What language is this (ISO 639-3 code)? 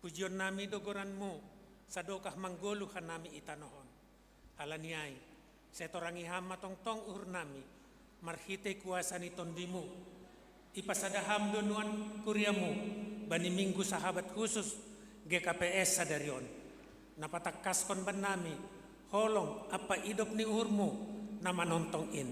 bts